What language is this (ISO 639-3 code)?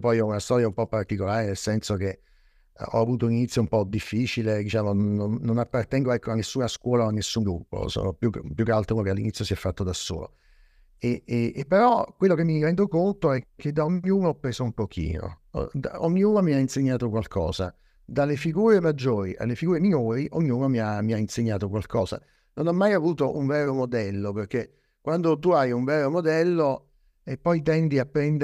ita